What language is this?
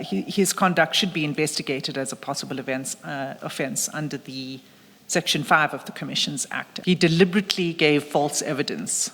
Zulu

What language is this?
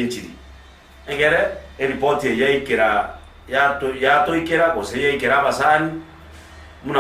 Gusii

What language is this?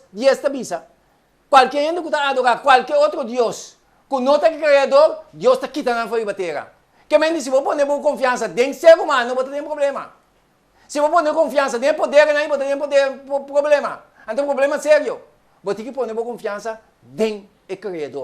Papiamento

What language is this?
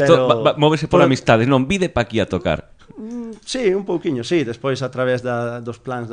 Galician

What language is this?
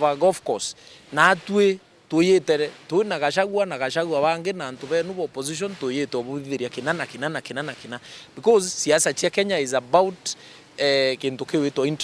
Meru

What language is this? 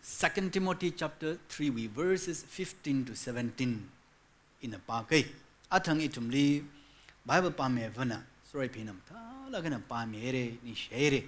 Tangkhul Naga (India)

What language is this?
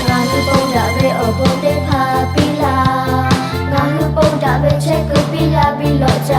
Lahu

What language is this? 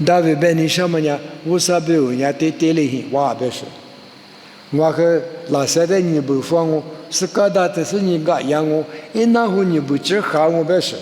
Lisu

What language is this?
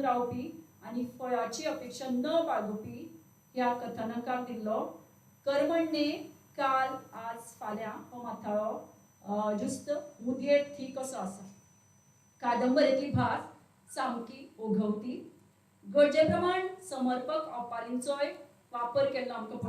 Konkani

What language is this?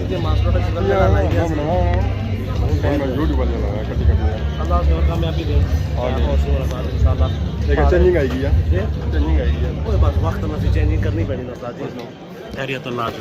Pahari-Potwari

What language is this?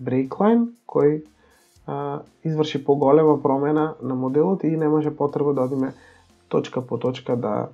Macedonian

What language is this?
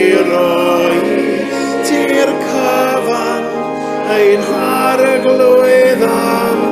Welsh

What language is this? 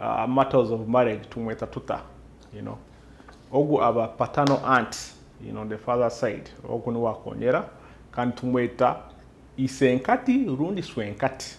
Nyoro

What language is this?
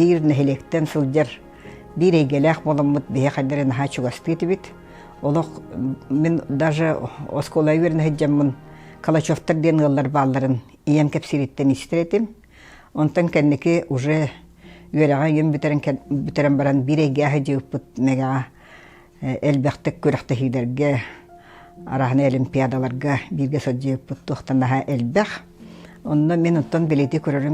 Yakut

